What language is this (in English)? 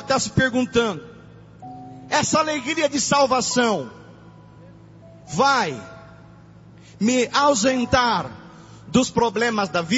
Portuguese